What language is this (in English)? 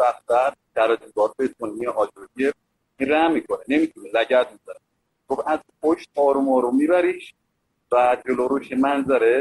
Persian